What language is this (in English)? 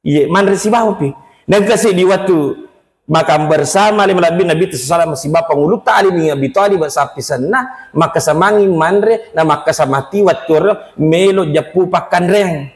Buginese